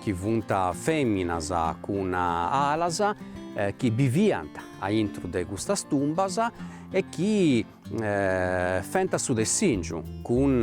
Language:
Sardinian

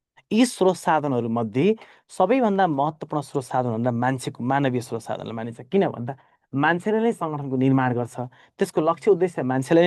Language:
Nepali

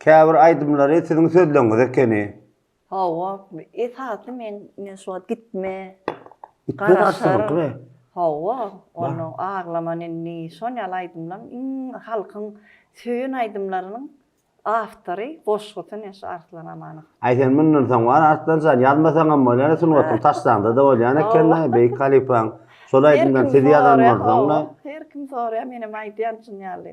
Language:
Turkmen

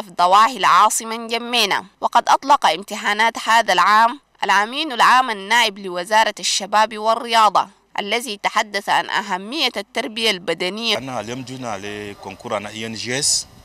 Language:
Arabic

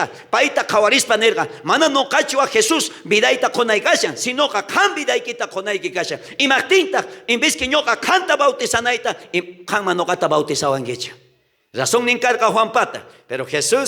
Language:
South Bolivian Quechua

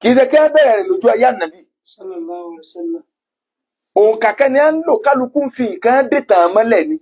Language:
Yoruba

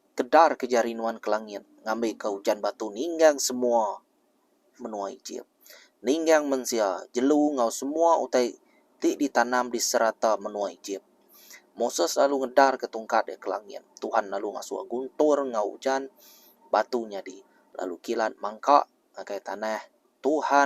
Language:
Iban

